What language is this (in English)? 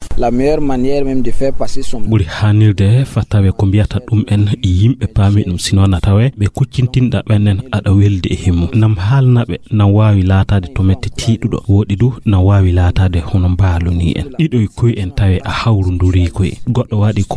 Fula